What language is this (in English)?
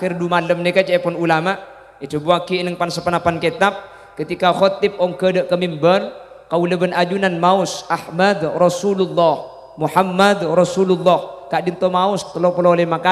Madurese